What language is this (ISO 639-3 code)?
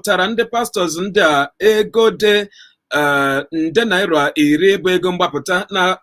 ibo